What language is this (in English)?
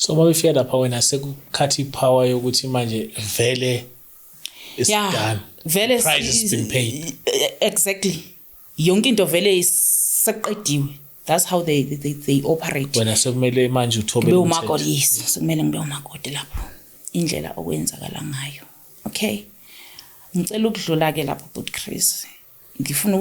Zulu